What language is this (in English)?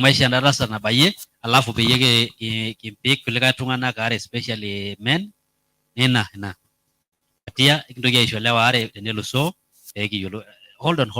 Masai